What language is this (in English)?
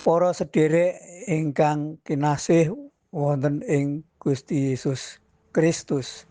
Javanese